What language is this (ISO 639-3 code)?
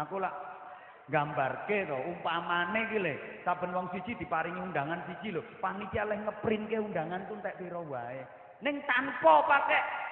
jav